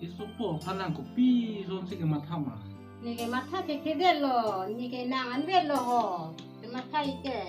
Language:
Karbi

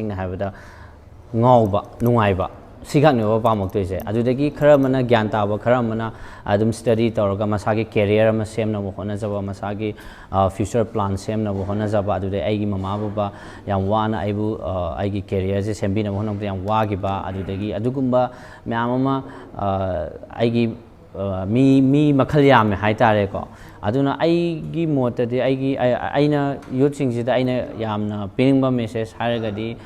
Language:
Manipuri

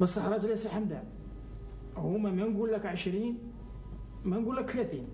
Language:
Algerian Arabic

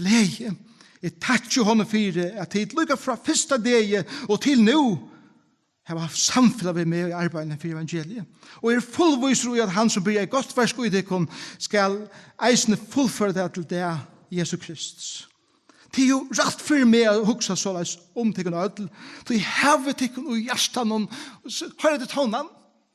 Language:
Faroese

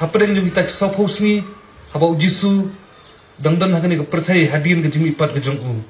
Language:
Khasi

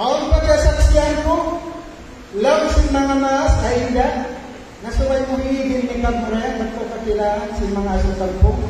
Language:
Tausug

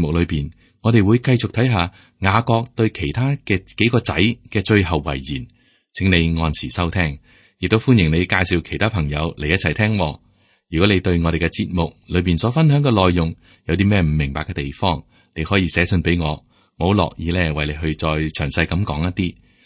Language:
Cantonese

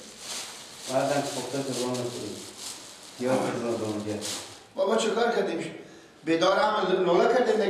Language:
Persian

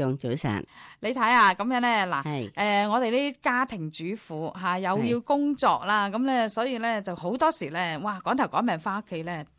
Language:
Cantonese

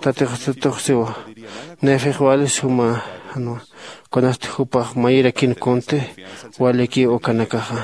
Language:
Aymara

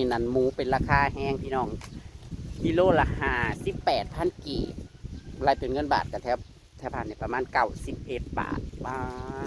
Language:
Northeastern Thai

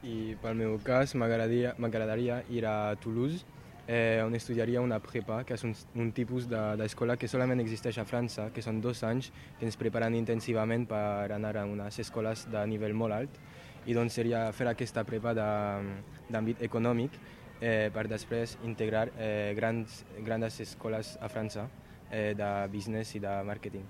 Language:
Catalan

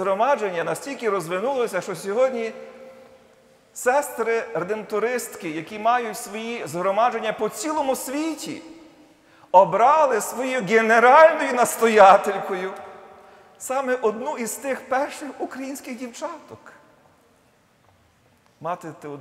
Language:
Ukrainian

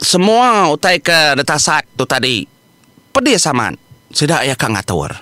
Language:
Iban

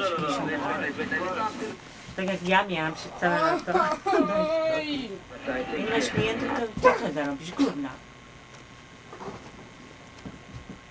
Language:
Polish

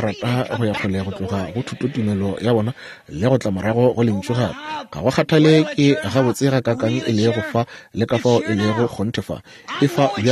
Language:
Northern Sotho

